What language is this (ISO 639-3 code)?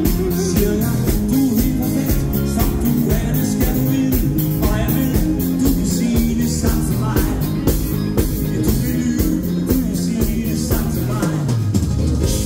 dan